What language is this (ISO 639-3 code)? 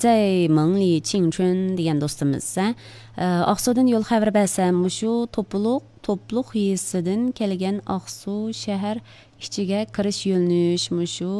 uig